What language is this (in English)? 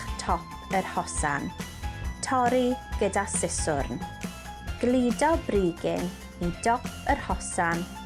Welsh